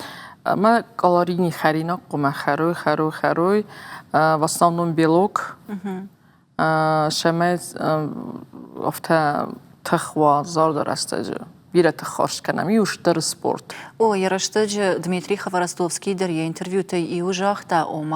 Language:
Ossetic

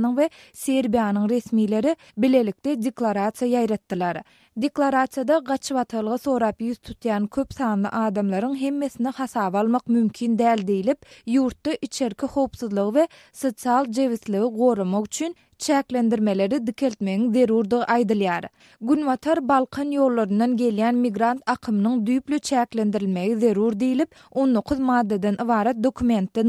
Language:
Turkmen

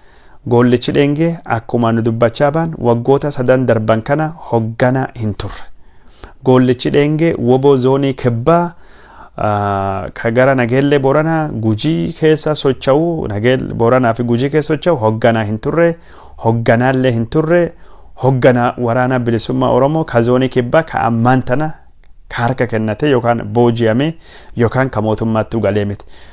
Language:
Oromo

